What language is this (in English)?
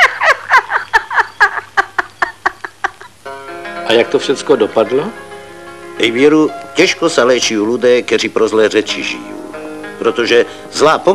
Czech